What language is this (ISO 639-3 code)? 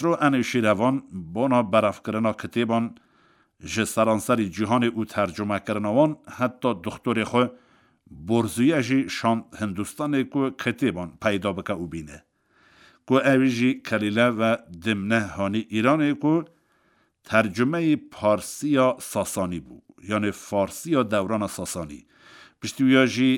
kur